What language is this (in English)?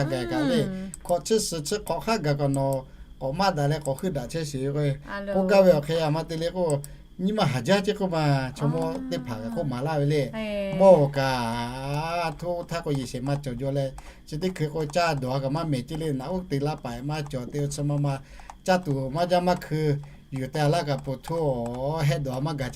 Lahu